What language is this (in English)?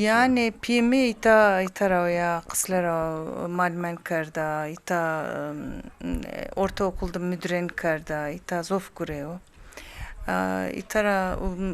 Zaza